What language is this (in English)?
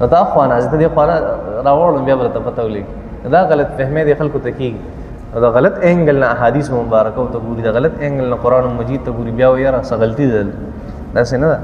Pashto